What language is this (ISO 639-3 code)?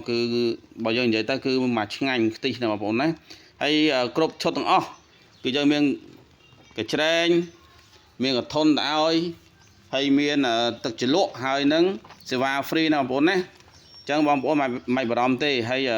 khm